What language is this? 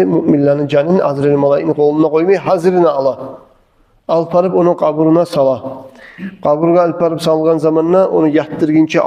Kumyk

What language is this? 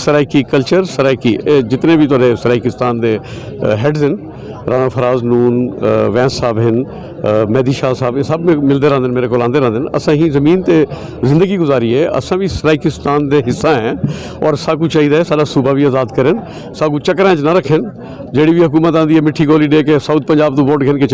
Saraiki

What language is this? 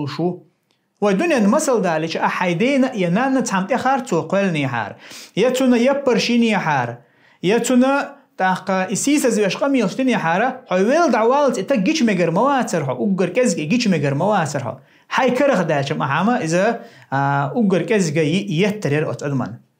Chechen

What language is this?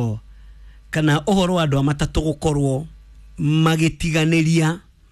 Kikuyu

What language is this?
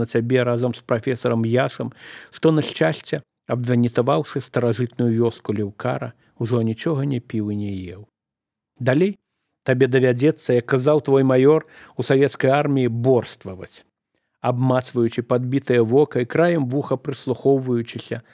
Belarusian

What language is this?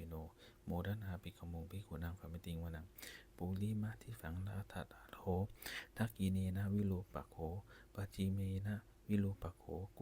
Pali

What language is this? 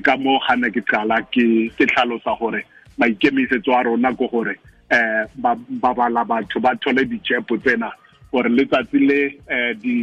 Tswana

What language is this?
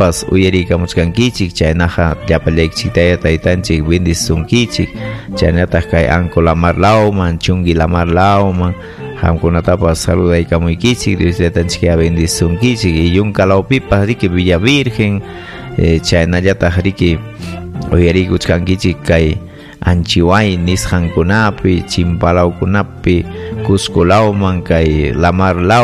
Ayacucho Quechua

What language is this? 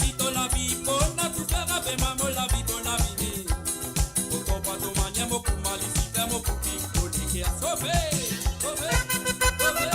Morisyen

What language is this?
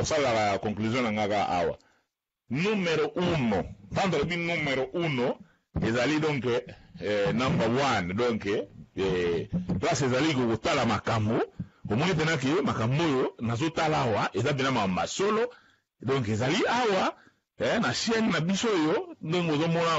Lingala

